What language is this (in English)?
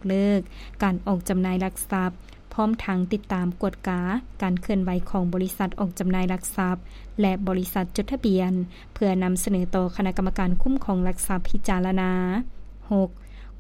Lao